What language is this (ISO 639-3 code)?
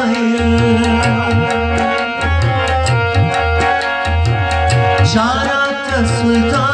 fas